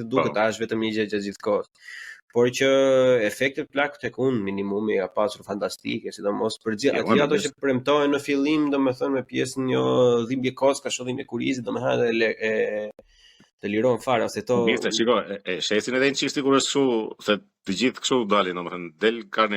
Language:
Albanian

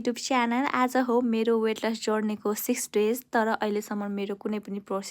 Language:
Nepali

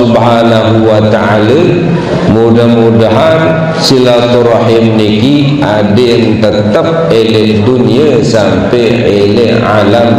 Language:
Sasak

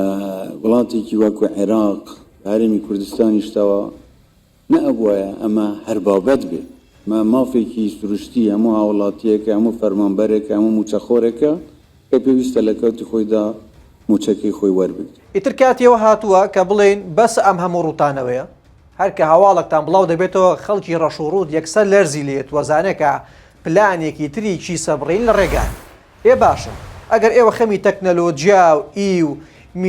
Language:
Central Kurdish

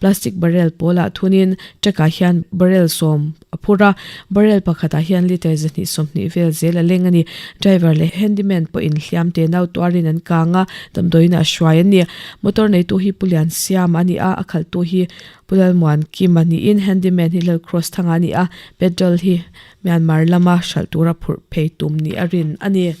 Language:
Mizo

